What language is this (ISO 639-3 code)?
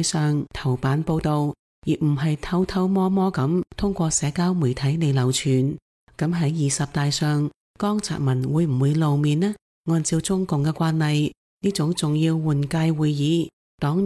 yue